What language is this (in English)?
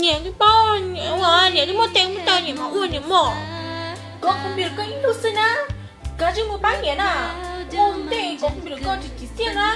Hmong